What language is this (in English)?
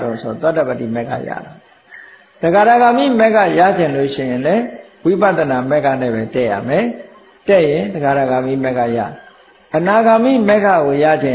Burmese